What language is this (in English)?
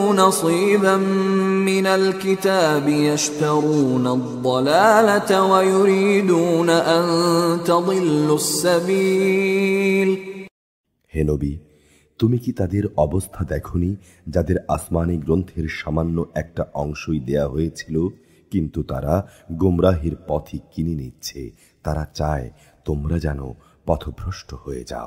Bangla